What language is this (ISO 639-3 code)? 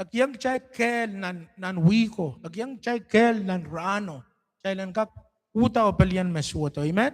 pon